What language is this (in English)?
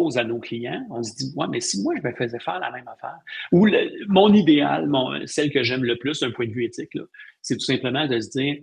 French